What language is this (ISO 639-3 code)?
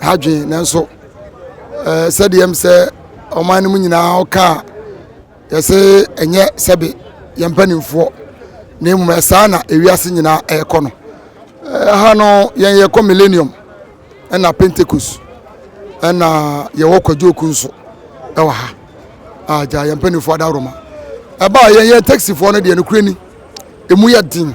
aka